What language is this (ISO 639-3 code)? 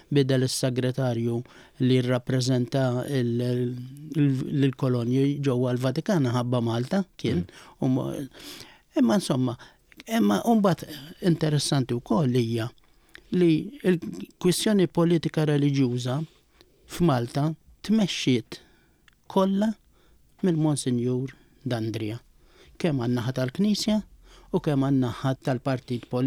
mlt